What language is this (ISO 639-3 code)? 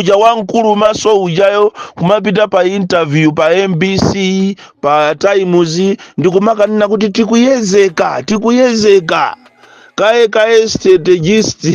nya